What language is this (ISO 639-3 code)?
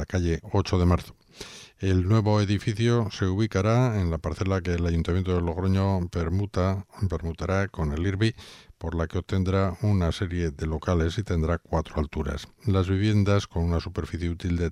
spa